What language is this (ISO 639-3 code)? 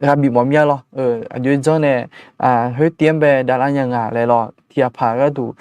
ahk